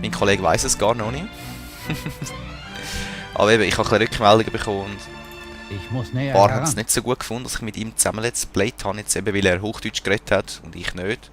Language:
Swiss German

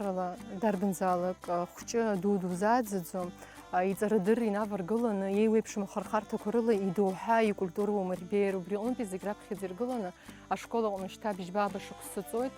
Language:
Abkhazian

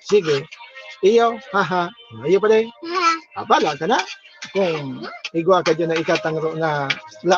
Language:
Bikol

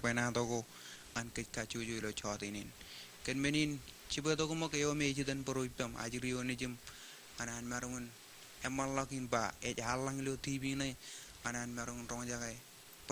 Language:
Marshallese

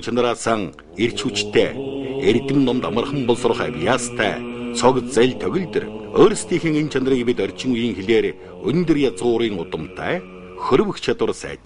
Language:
Mongolian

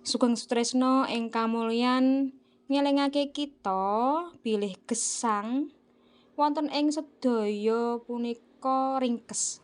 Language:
Javanese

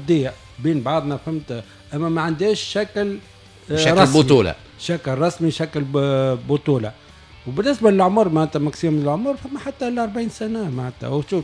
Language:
Tunisian Arabic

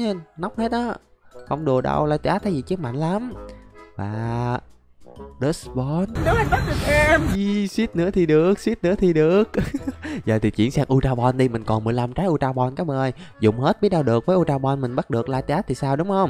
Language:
Vietnamese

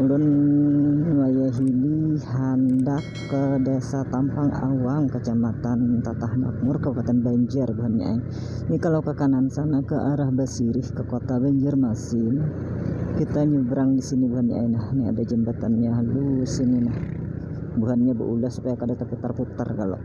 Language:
Banjar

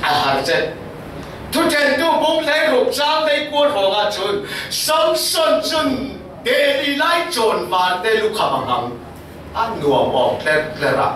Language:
Falam Chin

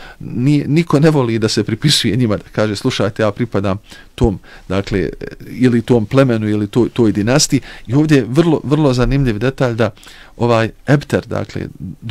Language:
Bosnian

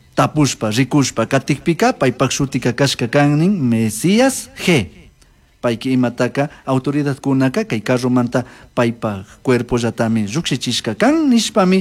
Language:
Chimborazo Highland Quichua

